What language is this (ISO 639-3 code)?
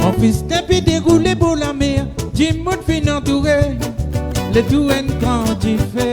mfe